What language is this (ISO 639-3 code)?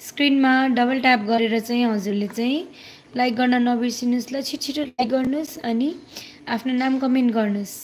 nep